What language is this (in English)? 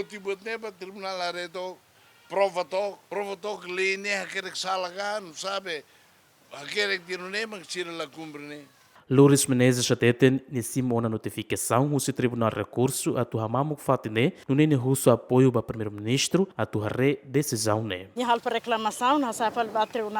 Tetum